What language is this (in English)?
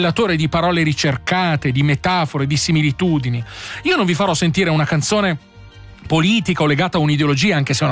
Italian